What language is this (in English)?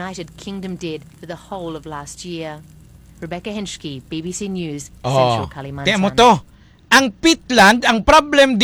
Hiligaynon